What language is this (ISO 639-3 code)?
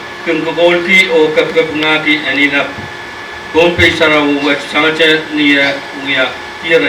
pon